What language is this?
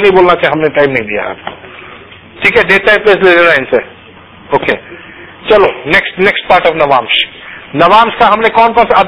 Hindi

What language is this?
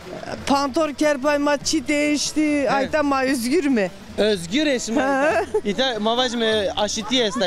Zaza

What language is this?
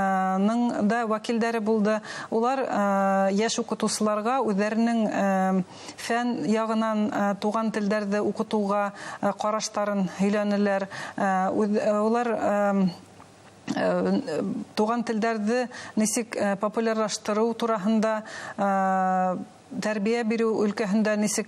Bashkir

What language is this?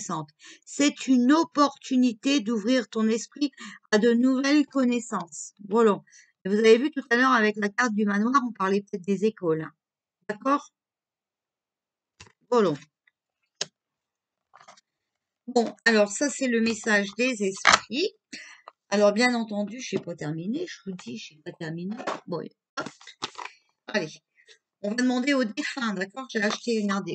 French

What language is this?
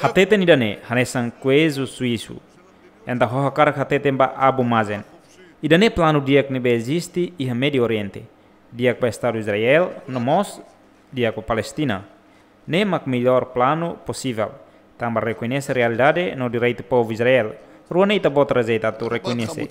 Tetum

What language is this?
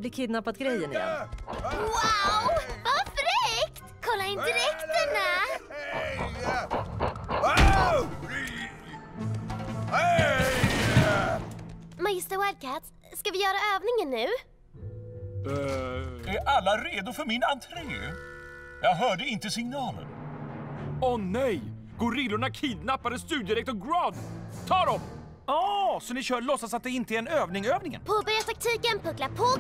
Swedish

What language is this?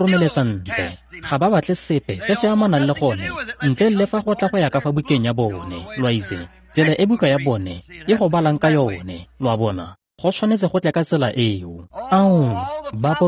Tswana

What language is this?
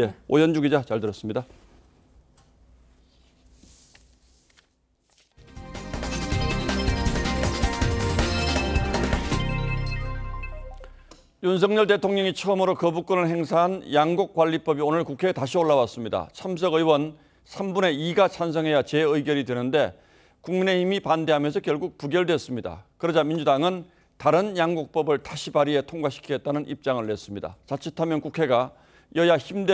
Korean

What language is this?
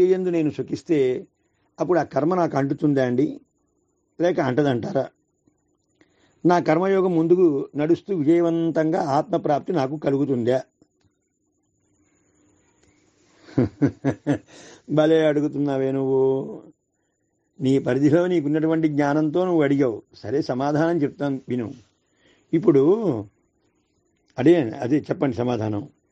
Telugu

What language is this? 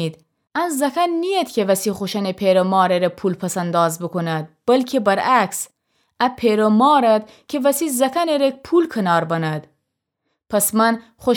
Gilaki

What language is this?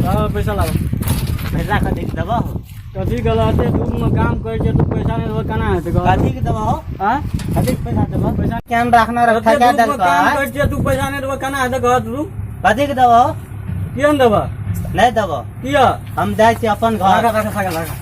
Maithili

